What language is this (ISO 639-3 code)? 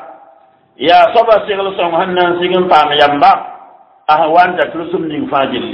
mos